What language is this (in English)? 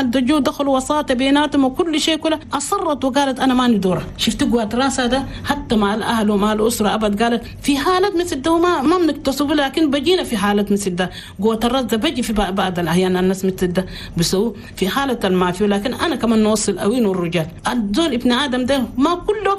Chadian Arabic